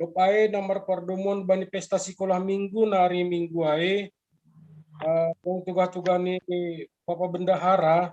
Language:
Batak Simalungun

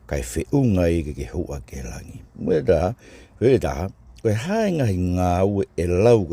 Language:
Tongan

